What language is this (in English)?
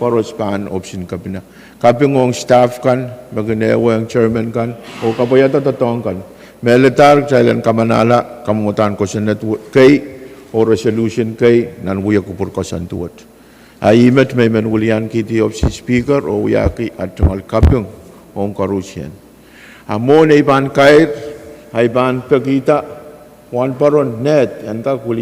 Pohnpeian